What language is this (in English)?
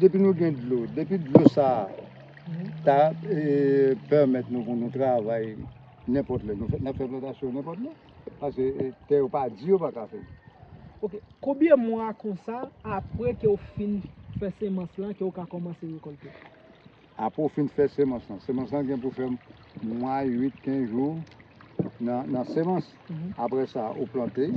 Haitian Creole